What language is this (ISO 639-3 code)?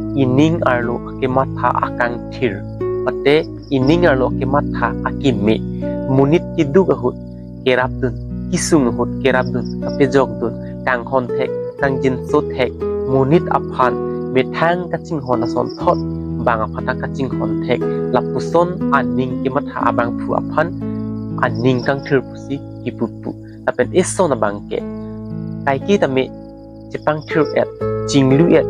mjw